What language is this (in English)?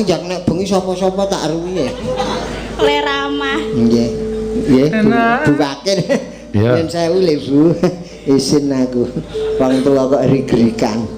Javanese